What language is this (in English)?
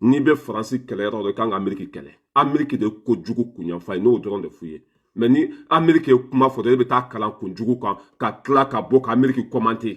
Bambara